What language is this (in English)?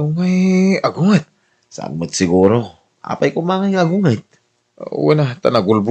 Iloko